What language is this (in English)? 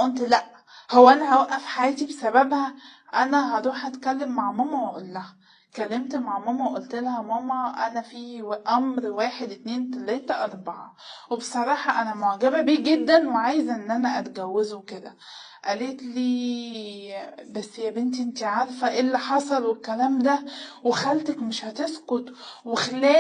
Egyptian Arabic